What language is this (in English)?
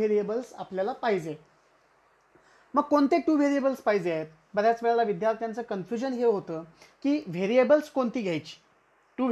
Marathi